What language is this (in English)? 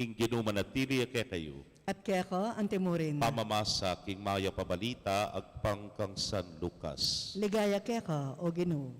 Pampanga